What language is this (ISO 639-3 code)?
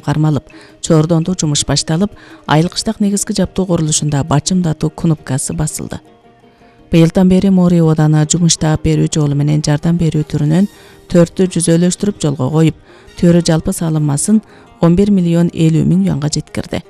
kir